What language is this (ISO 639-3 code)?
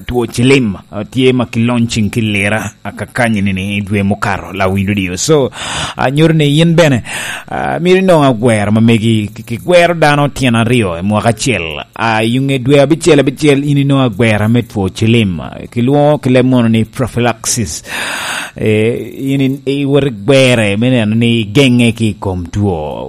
laj